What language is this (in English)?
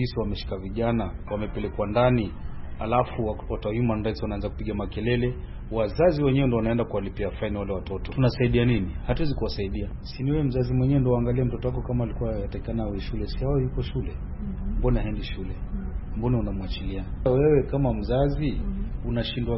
Swahili